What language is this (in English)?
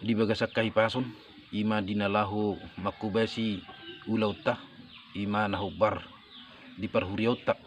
Batak Toba